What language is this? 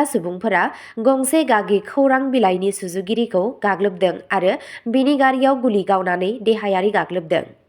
Bodo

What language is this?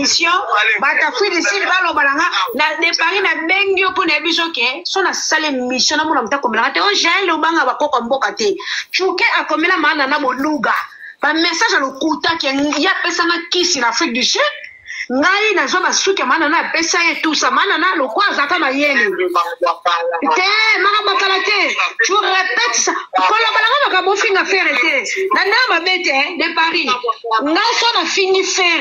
Lingala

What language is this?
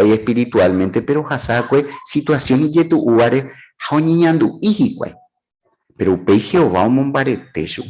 Guarani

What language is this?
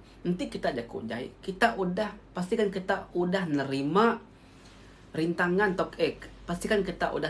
Iban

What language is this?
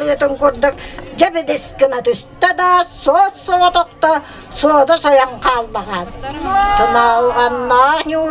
Yakut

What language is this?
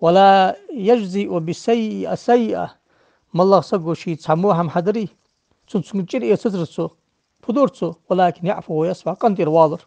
Ingush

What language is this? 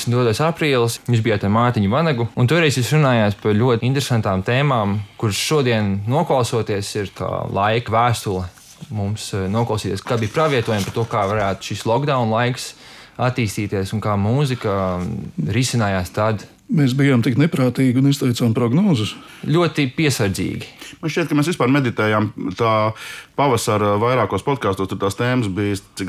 Latvian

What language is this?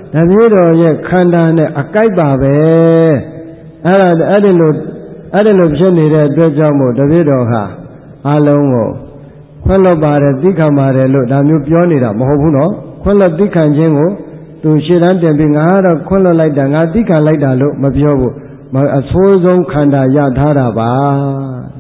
Burmese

